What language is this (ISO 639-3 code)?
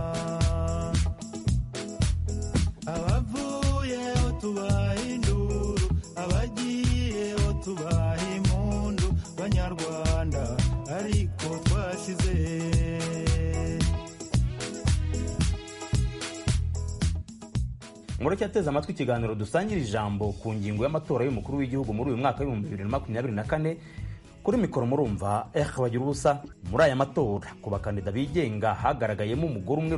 kin